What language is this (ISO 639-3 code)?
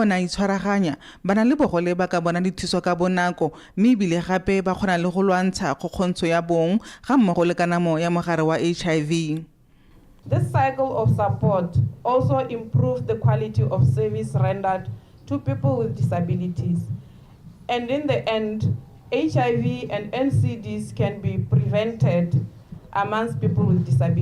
tsn